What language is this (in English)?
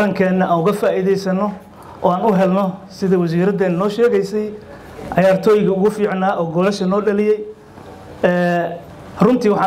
Somali